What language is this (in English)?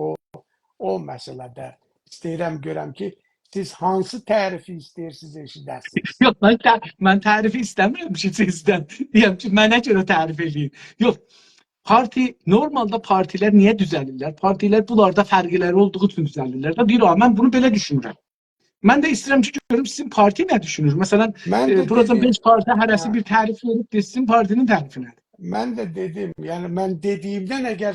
South Azerbaijani